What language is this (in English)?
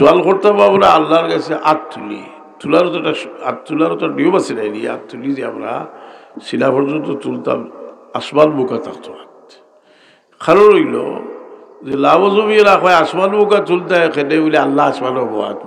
Sylheti